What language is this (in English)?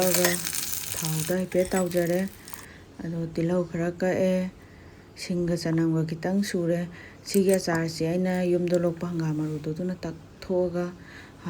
Manipuri